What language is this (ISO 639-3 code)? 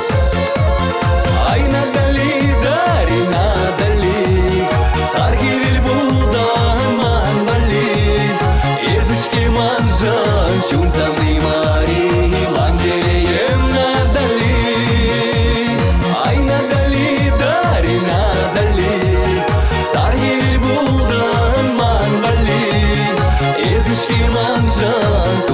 chv